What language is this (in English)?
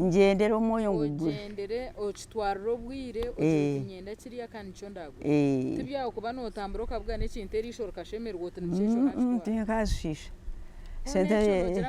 Nyankole